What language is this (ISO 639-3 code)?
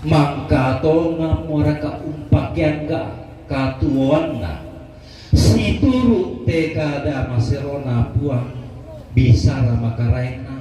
sda